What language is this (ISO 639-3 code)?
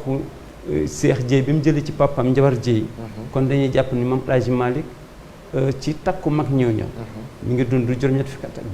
wol